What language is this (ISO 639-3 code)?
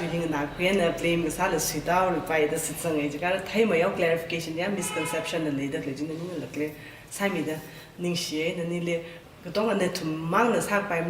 nmf